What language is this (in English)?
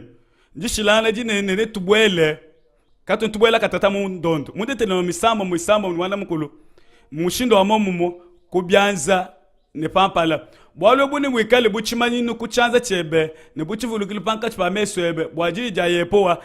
Luba-Lulua